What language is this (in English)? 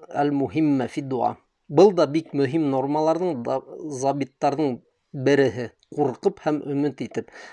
Bashkir